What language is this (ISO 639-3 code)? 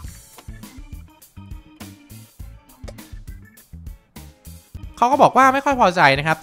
tha